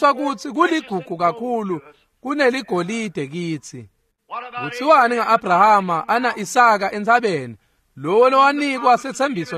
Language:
Swati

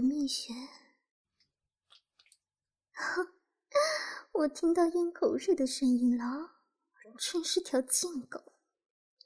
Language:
Chinese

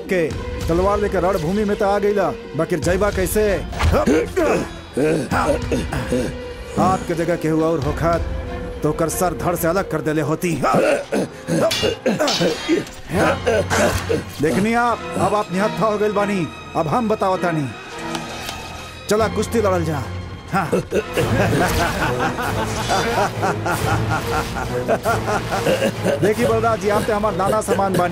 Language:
Bhojpuri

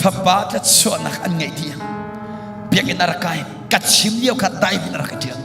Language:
Hakha Chin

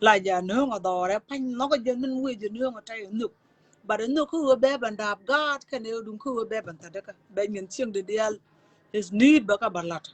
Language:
Nuer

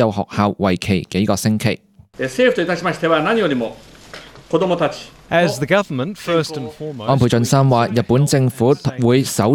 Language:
Cantonese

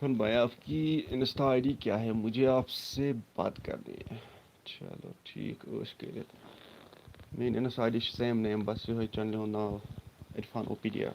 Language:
Kashmiri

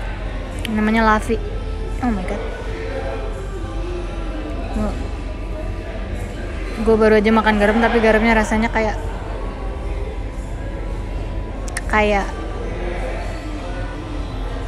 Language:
Indonesian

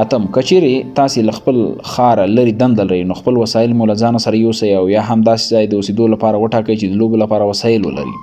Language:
Pashto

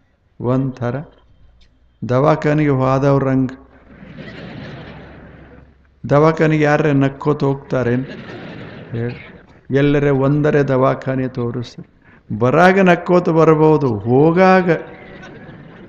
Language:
Kannada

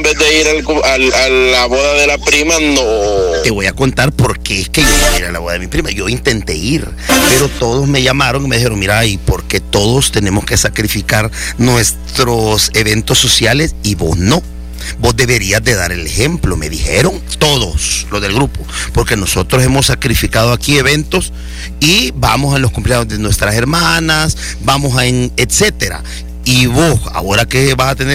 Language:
Spanish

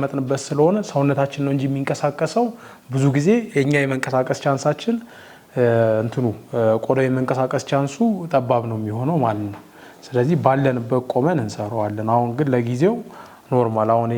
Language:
Amharic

